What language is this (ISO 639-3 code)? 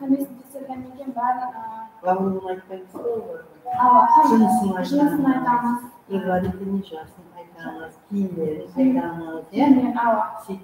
kaa